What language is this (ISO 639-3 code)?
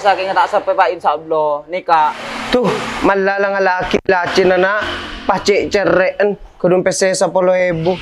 mad